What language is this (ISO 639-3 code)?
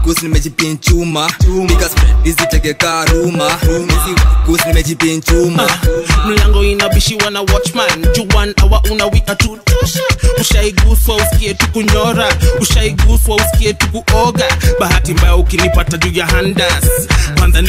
swa